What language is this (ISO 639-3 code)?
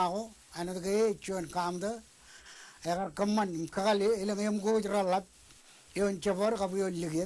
mah